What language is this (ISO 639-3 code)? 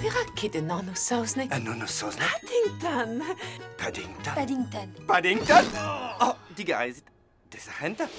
bre